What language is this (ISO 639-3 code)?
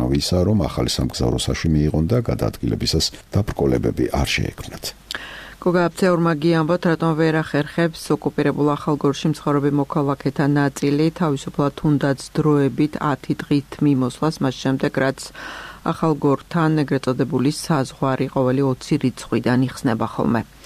kat